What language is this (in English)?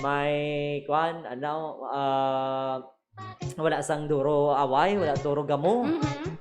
Hiligaynon